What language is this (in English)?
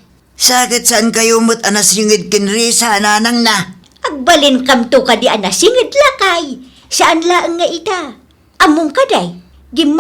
Iloko